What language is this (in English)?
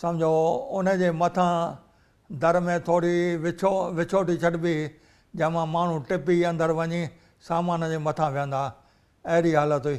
Sindhi